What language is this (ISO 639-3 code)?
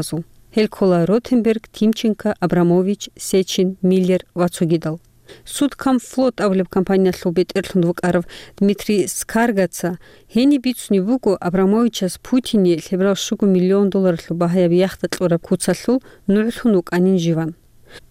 ava